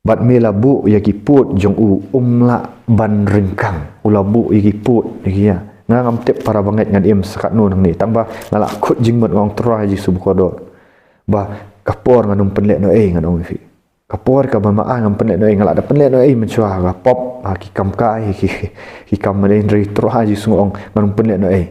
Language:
Khasi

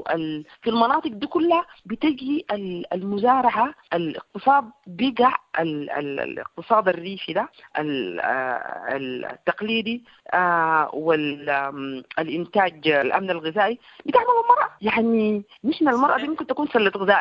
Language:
Sudanese Arabic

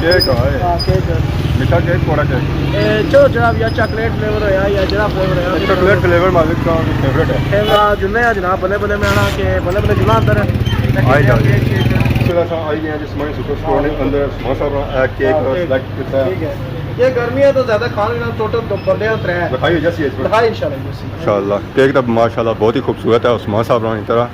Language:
Pahari-Potwari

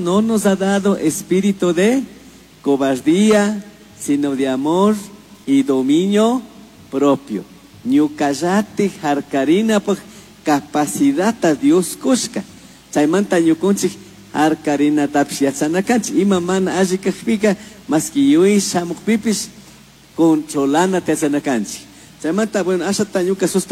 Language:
Chimborazo Highland Quichua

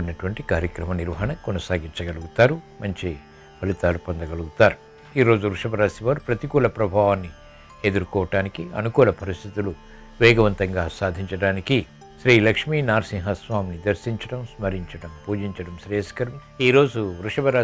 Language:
Telugu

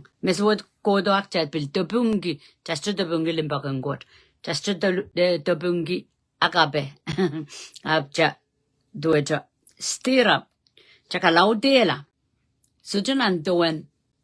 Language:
Pohnpeian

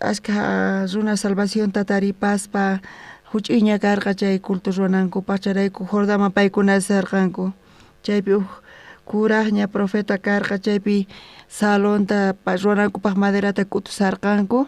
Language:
South Bolivian Quechua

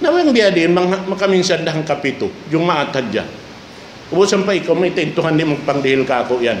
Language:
Tausug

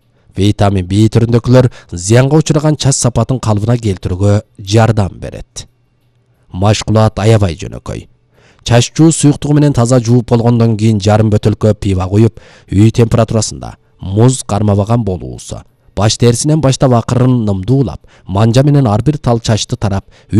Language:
Kyrgyz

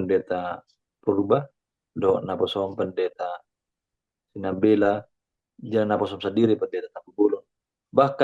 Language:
Batak Toba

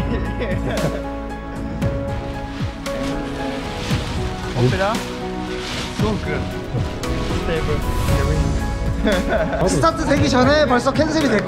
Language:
Korean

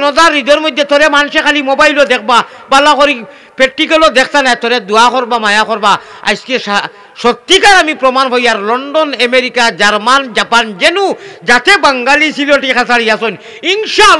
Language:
Sylheti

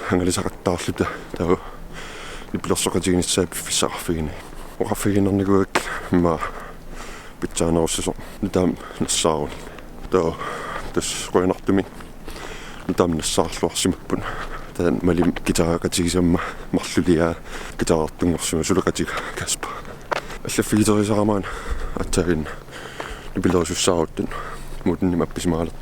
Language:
Kalaallisut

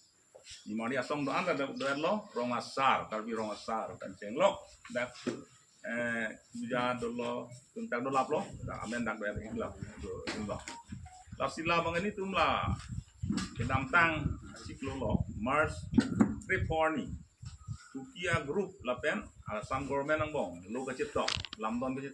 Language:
Karbi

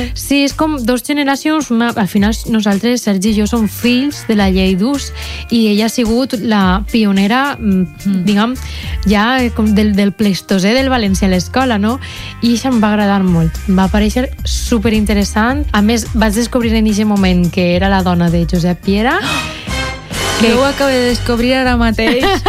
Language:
Catalan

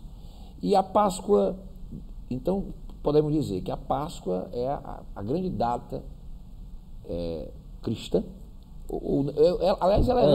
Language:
Portuguese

